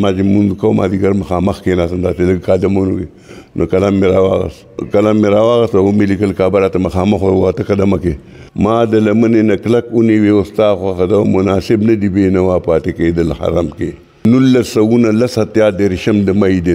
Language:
Pashto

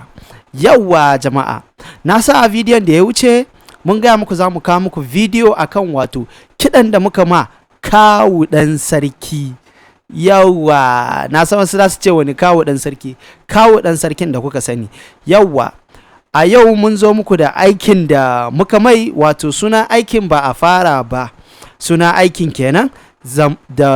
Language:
Hausa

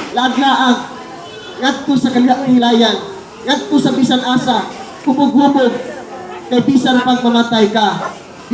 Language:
Cebuano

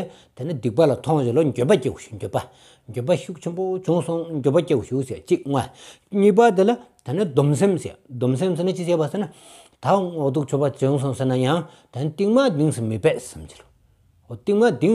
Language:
Stod Bhoti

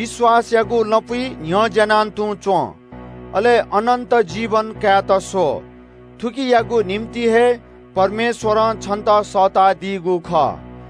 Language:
Newari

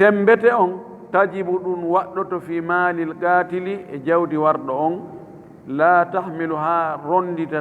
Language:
Fula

